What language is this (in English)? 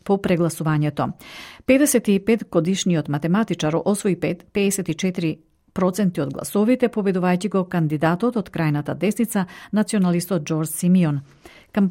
Macedonian